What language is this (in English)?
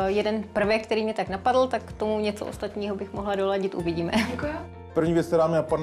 Czech